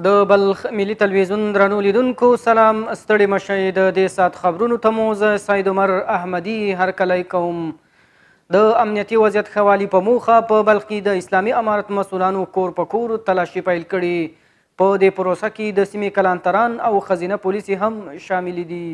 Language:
Pashto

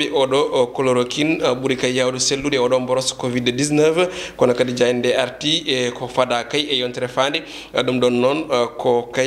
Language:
Fula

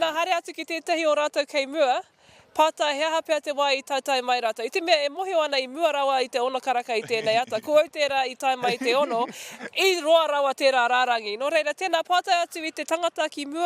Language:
Māori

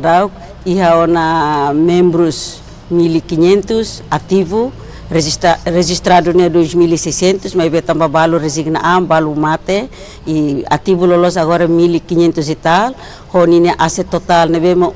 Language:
Tetum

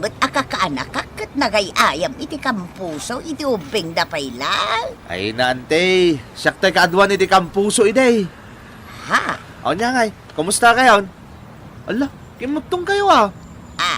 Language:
Iloko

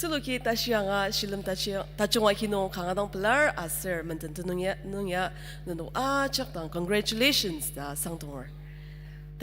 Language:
Ao Naga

